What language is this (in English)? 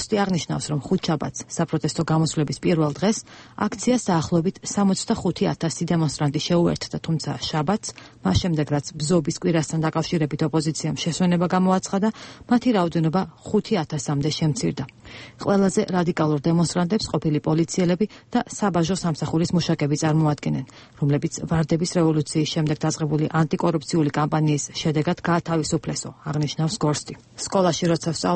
Georgian